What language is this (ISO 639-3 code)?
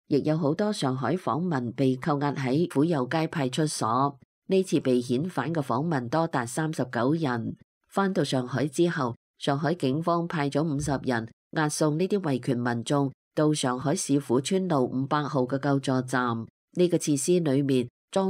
yue